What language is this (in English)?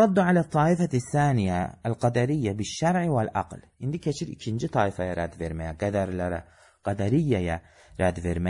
Azerbaijani